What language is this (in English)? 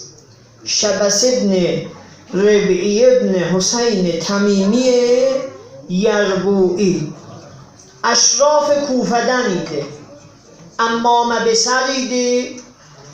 South Azerbaijani